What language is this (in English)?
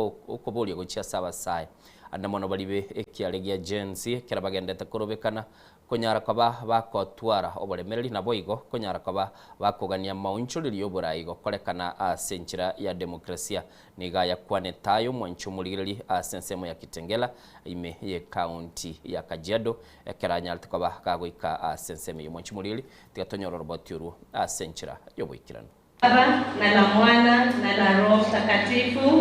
Gusii